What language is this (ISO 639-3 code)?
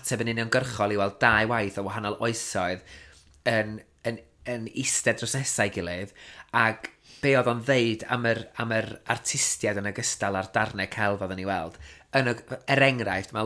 cym